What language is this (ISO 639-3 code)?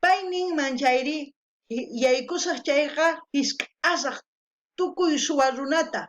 quh